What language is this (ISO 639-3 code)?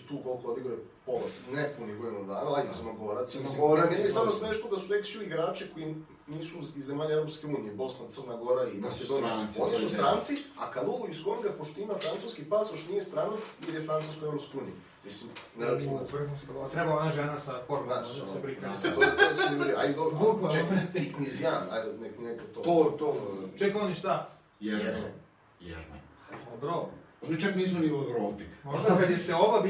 srp